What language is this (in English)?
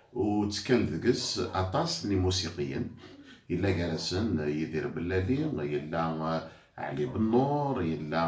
Kabyle